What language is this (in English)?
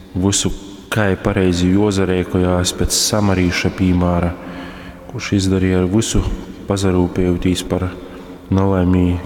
Latgalian